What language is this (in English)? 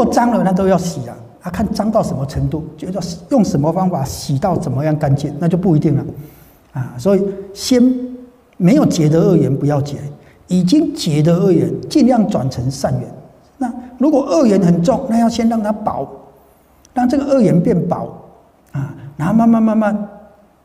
Chinese